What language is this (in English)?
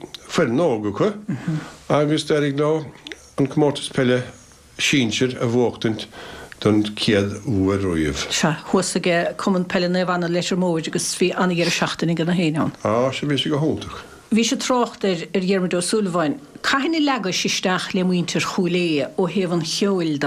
Irish